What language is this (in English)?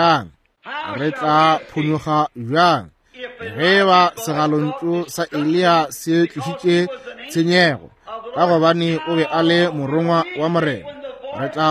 Northern Sotho